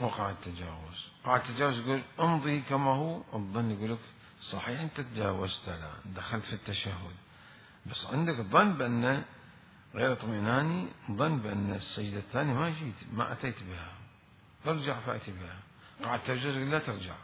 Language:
Mesopotamian Arabic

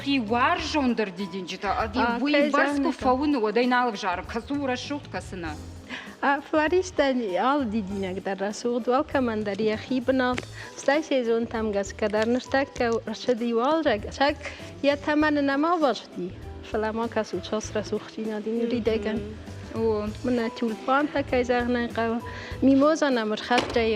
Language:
Ossetic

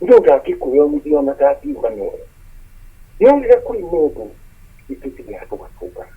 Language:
Kikuyu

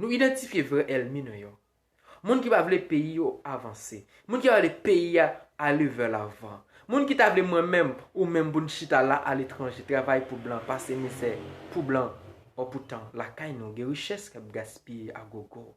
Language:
Haitian Creole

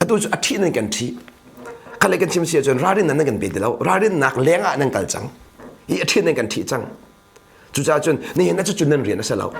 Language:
Hakha Chin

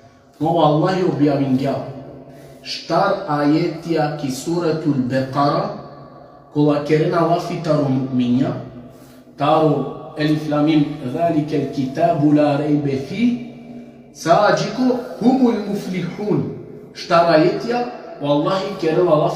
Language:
Balkan Romani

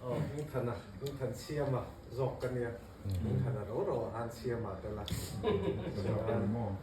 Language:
Mizo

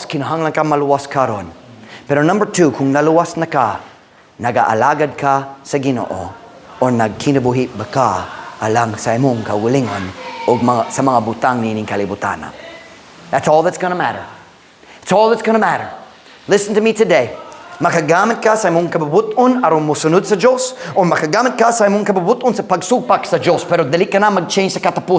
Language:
Cebuano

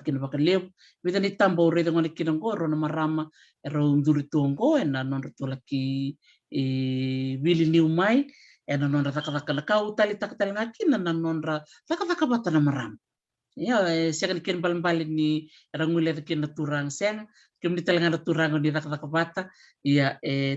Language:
Fijian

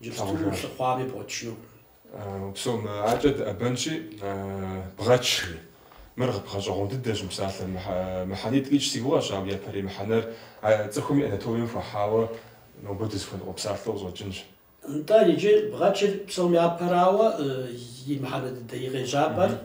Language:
Kabardian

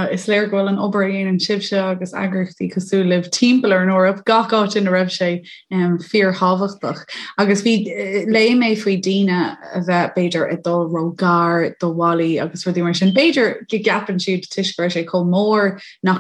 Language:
Irish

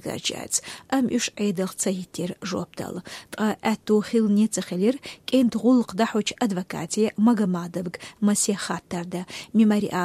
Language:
Chechen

